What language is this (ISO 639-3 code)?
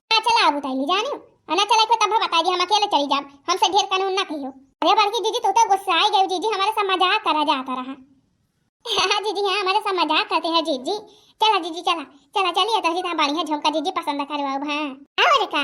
awa